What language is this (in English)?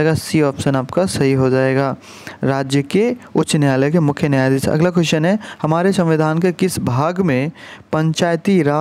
Hindi